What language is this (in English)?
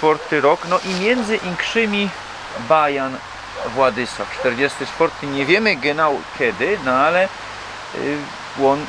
Silesian